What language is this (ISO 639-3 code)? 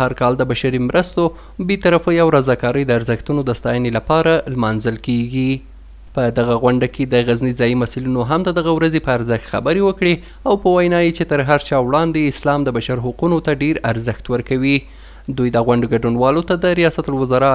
pus